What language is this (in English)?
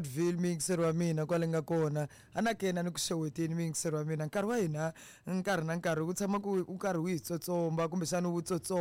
Tsonga